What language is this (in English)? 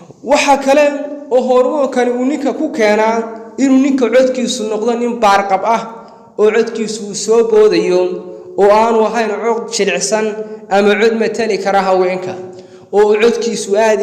Somali